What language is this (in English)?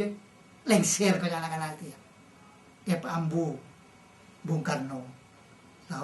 Madurese